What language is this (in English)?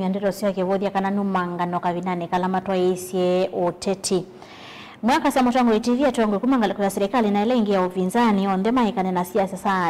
Kamba